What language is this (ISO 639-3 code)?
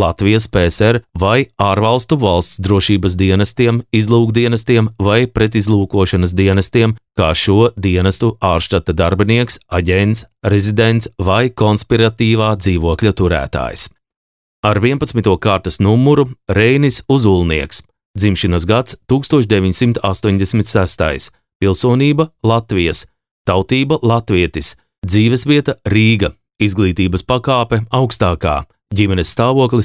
lav